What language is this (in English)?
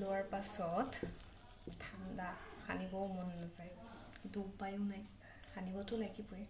Assamese